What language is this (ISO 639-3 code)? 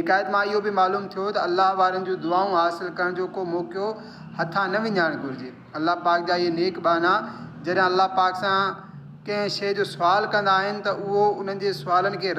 snd